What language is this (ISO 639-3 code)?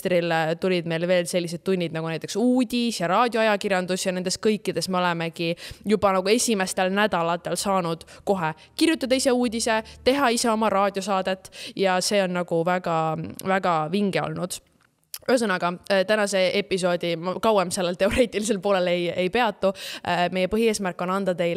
est